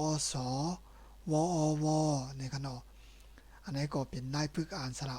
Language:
Shan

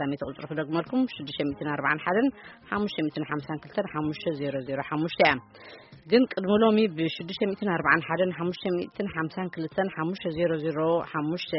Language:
Tigrinya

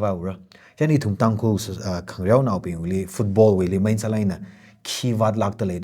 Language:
Tangkhul Naga (India)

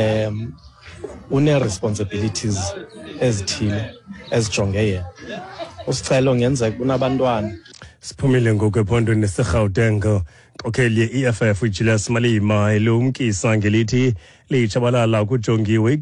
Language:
Xhosa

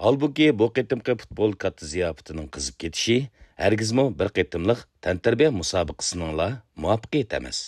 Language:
Uyghur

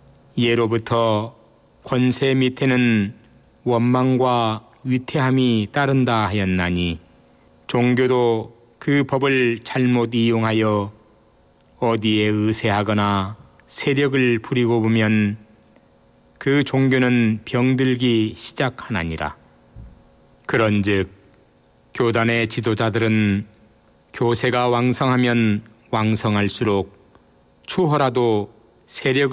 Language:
Korean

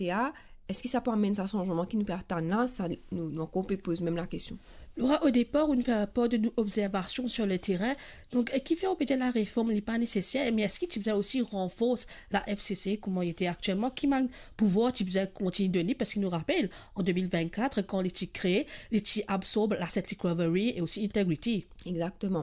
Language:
Morisyen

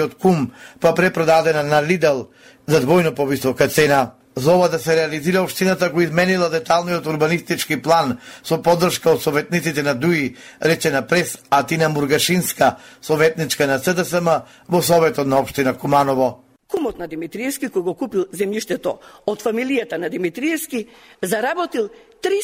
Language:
Macedonian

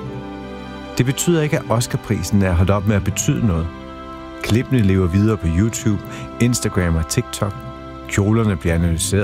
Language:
Danish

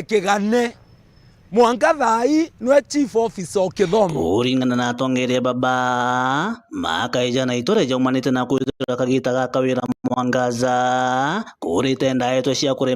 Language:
Meru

